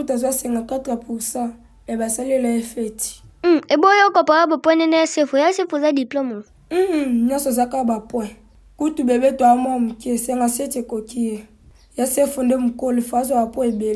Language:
Lingala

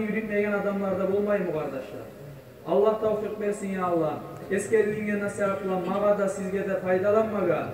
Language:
Kumyk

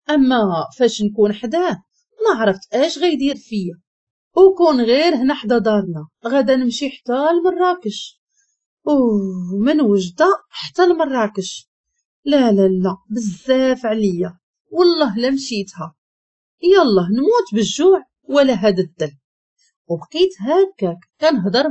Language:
Moroccan Arabic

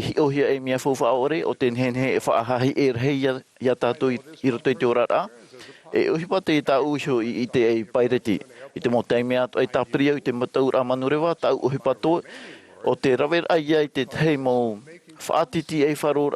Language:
Tahitian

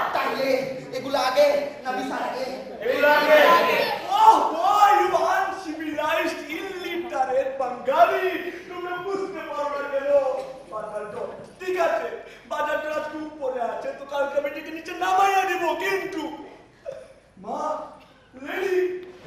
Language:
Bangla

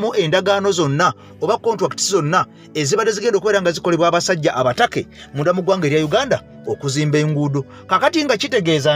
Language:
Ganda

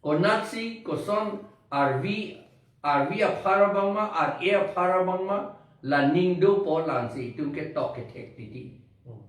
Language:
Karbi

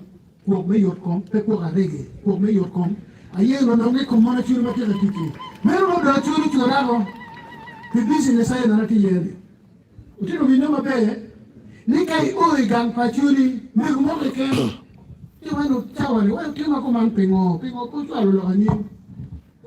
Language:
Acoli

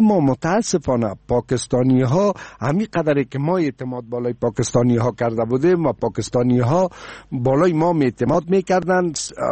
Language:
Persian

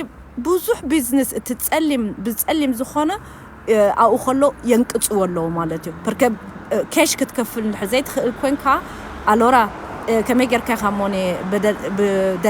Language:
Tigrinya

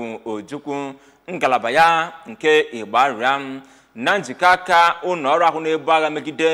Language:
Igbo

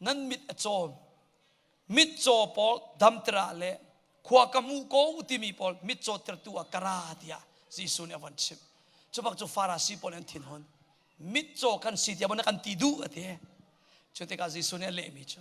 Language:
Hakha Chin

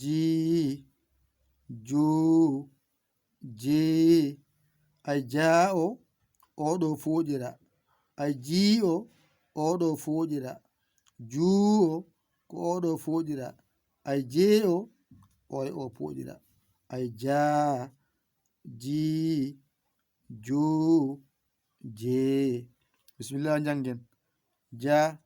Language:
Fula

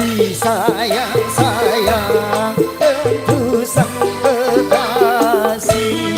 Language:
Betawi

